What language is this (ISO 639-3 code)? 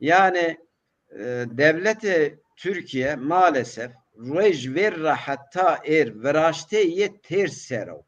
zza